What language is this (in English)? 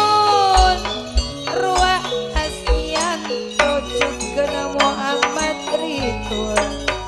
Madurese